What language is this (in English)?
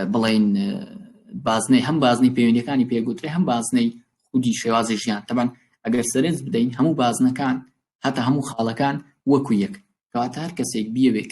Central Kurdish